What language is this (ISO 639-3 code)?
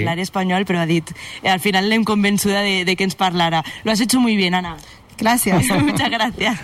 cat